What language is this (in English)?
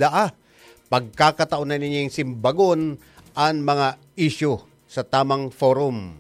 Bikol